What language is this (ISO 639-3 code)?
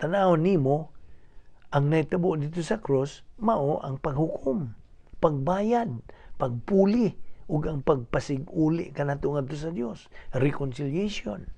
ceb